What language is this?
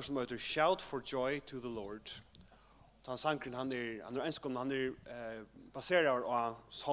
Faroese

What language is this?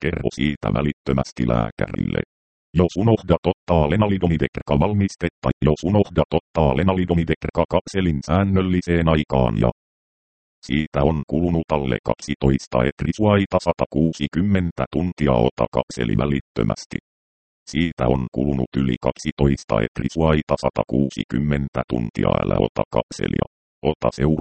Finnish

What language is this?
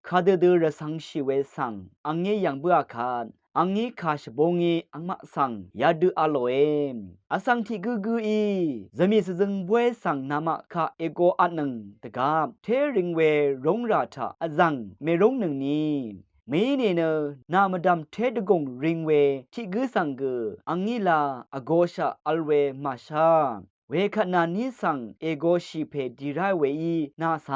Rawang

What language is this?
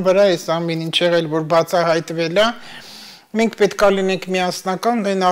Armenian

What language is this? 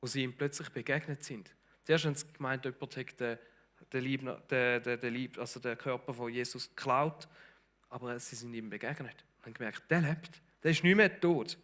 Swiss German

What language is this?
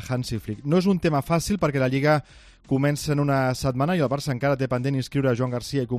Catalan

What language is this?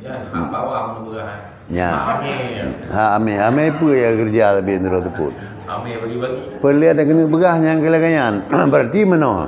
Achinese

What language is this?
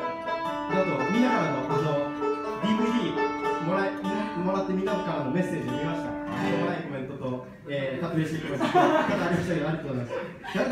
Japanese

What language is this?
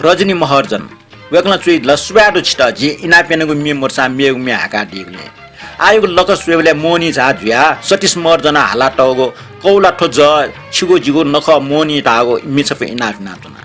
Newari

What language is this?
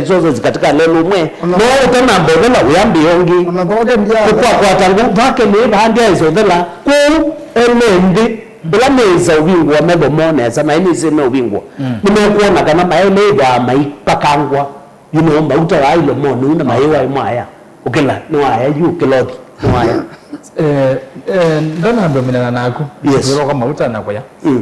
Kamba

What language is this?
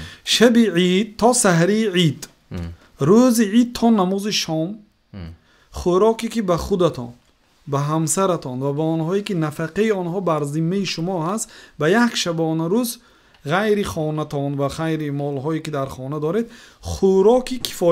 Tajik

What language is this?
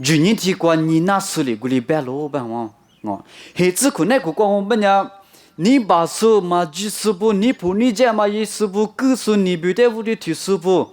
Lisu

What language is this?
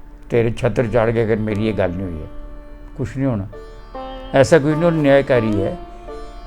Dogri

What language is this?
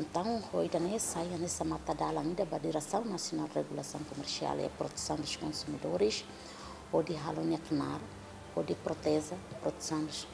Tetum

